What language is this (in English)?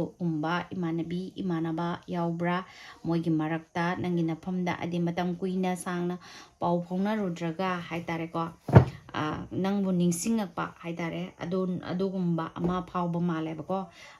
Manipuri